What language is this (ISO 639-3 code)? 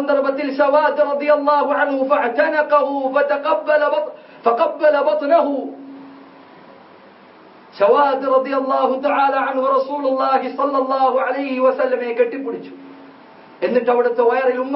mal